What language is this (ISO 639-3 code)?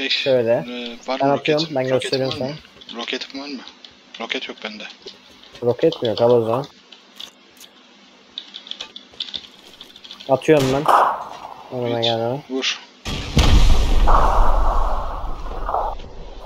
tur